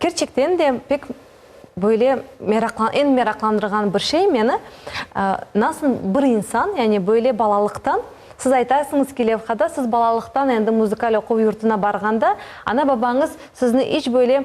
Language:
Crimean Tatar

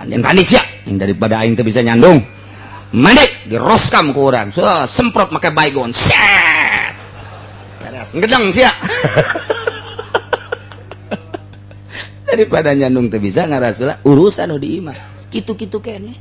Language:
Sundanese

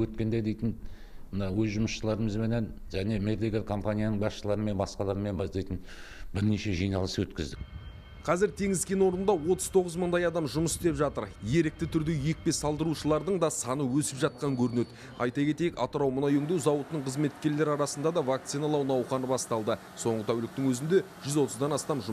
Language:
Kazakh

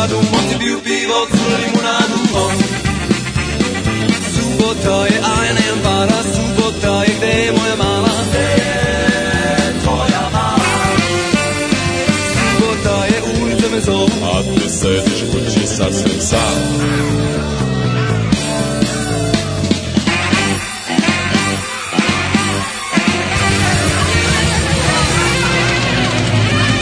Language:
Serbian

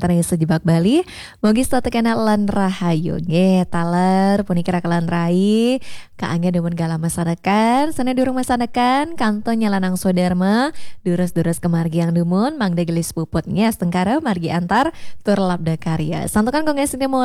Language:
Balinese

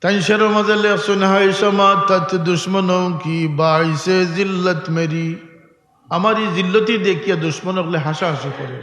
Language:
Sylheti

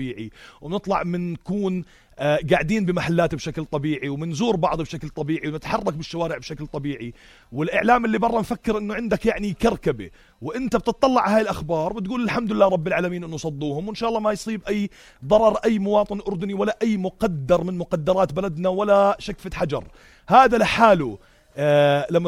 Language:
North Levantine Arabic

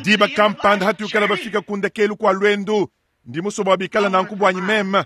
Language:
Luba-Lulua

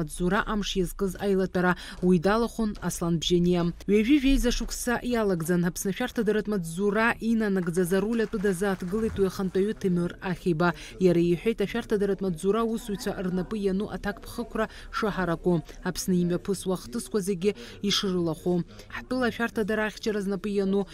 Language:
Abkhazian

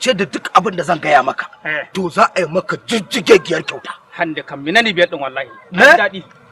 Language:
Hausa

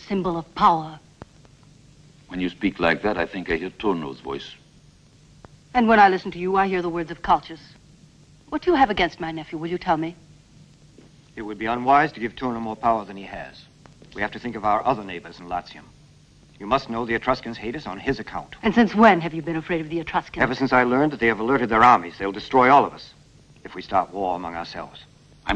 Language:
English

